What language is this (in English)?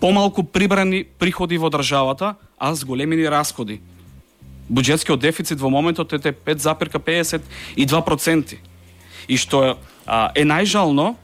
Macedonian